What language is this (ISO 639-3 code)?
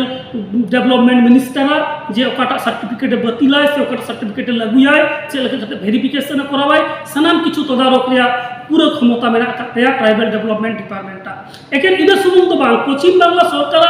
sat